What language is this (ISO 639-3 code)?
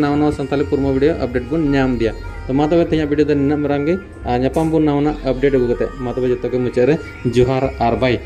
sat